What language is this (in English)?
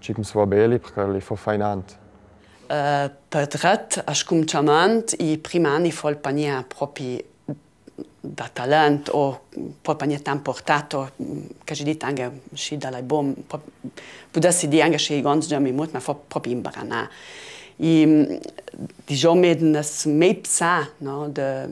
Ladin